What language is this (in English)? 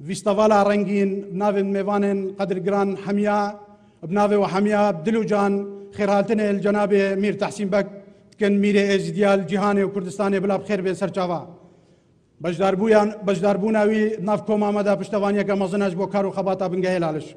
Kurdish